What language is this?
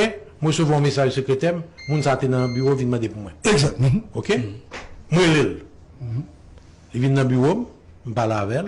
Haitian Creole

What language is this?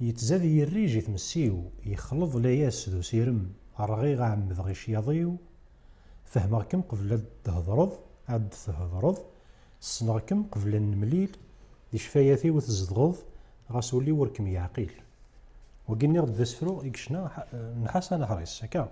Kabyle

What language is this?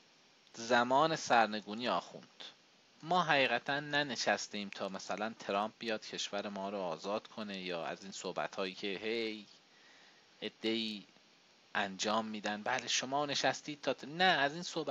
Persian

